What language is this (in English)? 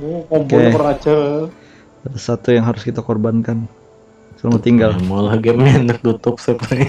Banjar